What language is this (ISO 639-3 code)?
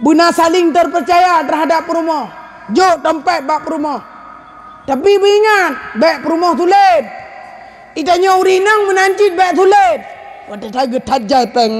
ace